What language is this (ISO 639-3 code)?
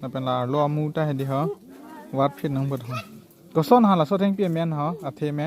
mjw